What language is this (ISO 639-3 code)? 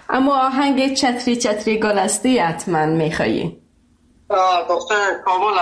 fas